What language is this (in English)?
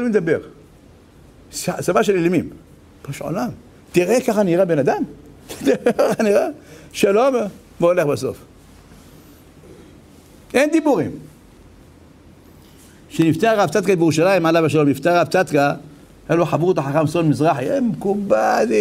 Hebrew